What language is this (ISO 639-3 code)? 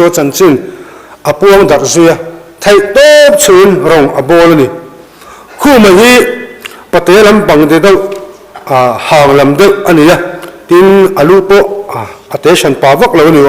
lus